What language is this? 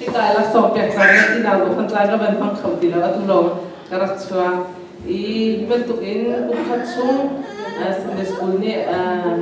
Hakha Chin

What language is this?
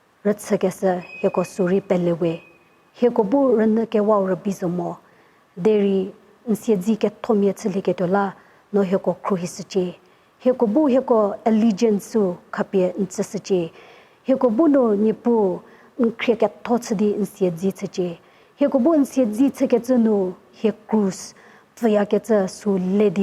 Angami Naga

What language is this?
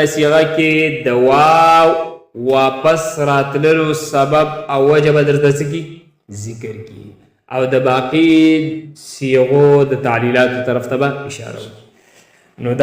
Pashto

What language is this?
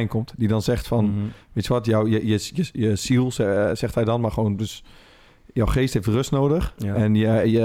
Dutch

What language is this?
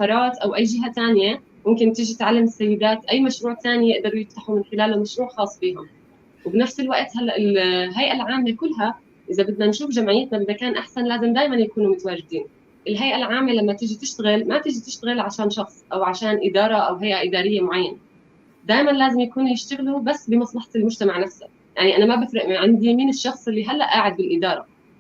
North Levantine Arabic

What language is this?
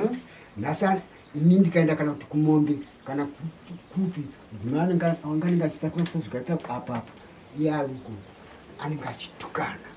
Shona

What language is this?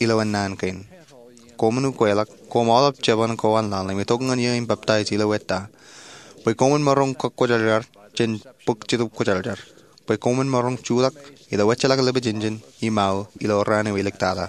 Marshallese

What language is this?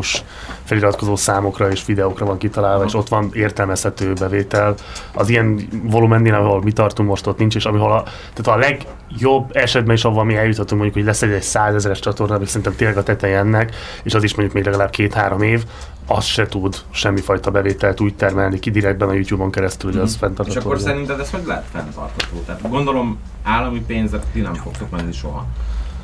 Hungarian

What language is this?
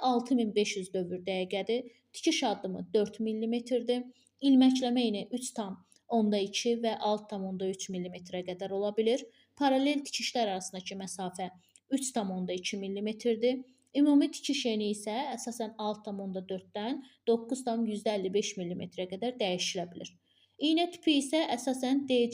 Azerbaijani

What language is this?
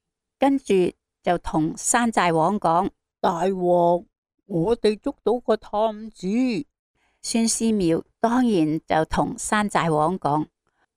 Cantonese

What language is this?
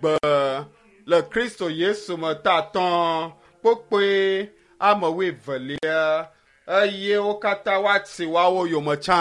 Ewe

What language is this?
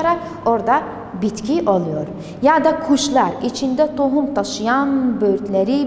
Turkish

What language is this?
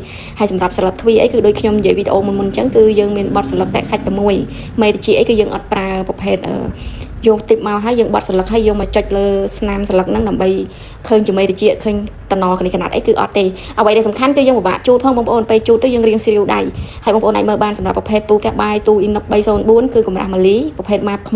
Khmer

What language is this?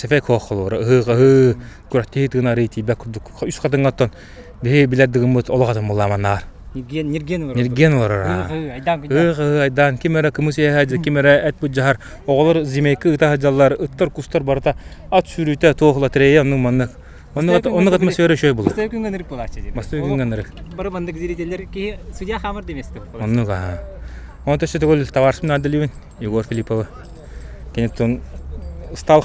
Yakut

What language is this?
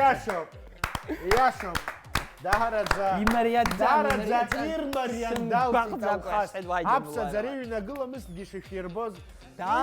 Abkhazian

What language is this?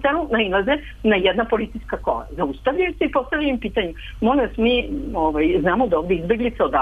Serbian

